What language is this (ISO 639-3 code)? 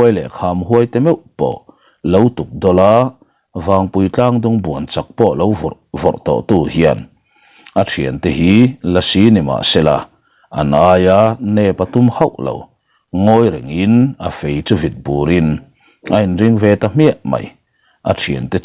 lus